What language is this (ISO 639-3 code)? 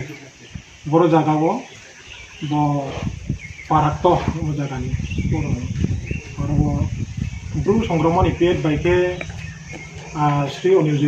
ria